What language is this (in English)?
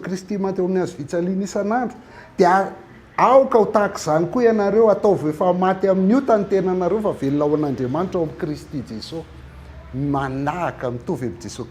Malagasy